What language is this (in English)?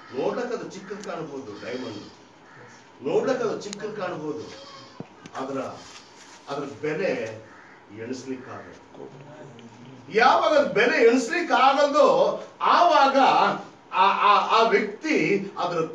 Kannada